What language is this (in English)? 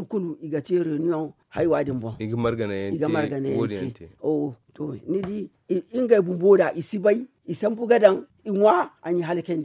Zarma